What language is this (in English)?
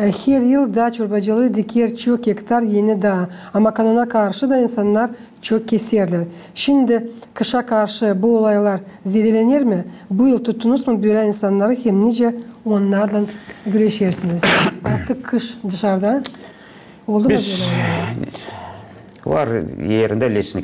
Gagauz